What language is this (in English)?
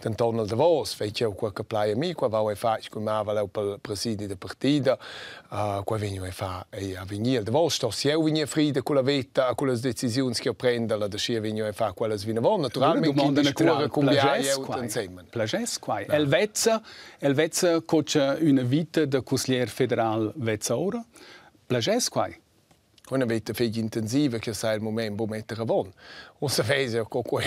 Romansh